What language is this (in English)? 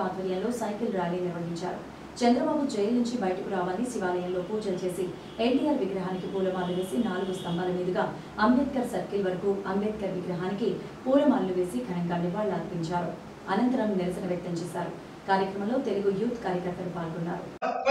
Telugu